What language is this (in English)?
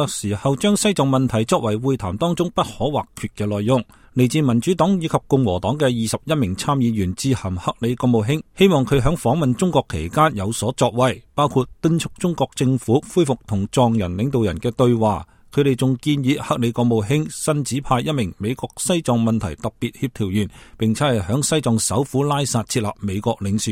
Cantonese